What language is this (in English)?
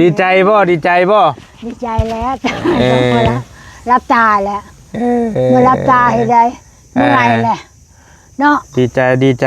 Northeastern Thai